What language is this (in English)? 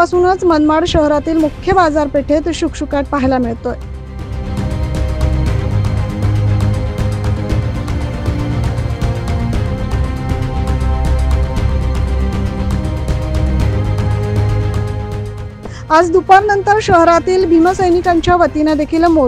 Marathi